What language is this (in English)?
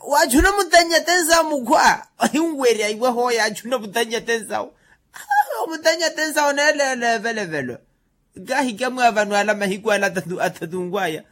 Makhuwa